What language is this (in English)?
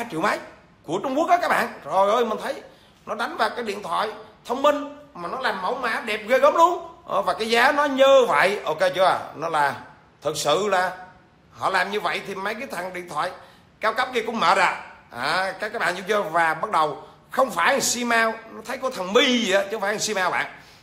Vietnamese